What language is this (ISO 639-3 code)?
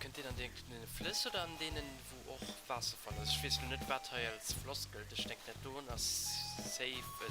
ltz